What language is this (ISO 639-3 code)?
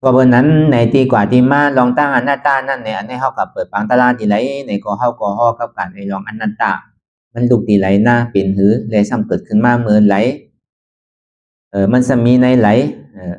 shn